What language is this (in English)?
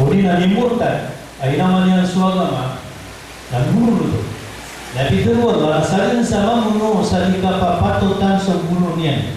Maranao